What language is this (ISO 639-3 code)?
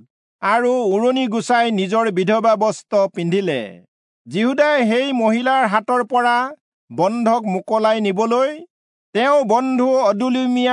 asm